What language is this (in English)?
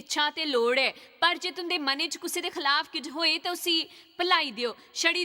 Dogri